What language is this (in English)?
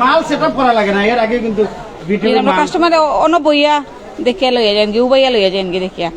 Sylheti